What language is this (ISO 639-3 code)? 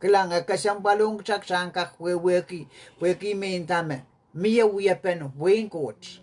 pon